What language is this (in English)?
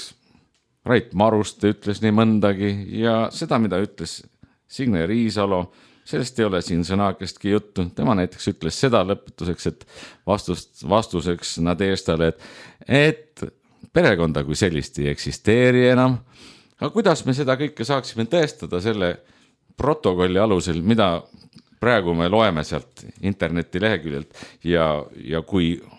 Estonian